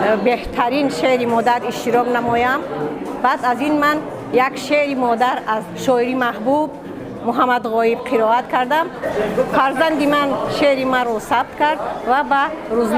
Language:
Tajik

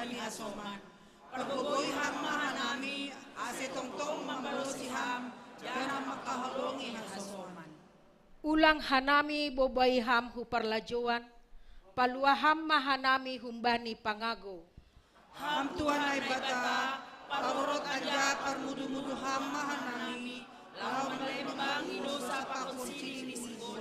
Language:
Batak Simalungun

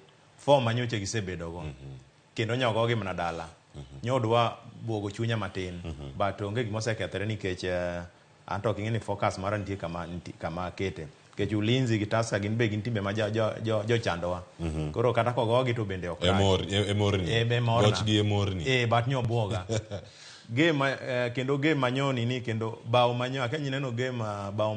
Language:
Luo (Kenya and Tanzania)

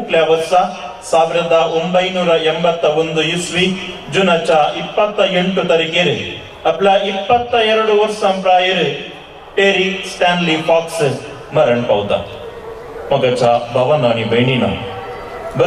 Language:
Konkani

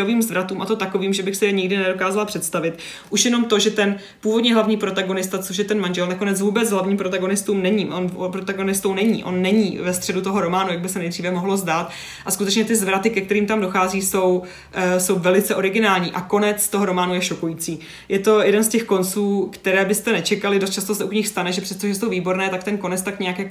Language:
Czech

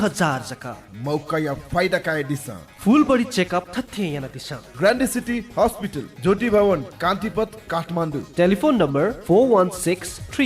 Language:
Newari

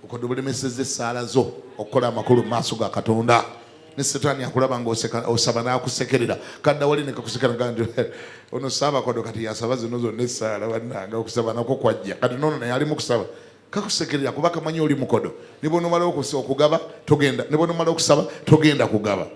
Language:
Ganda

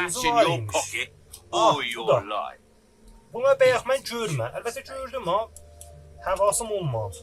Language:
South Azerbaijani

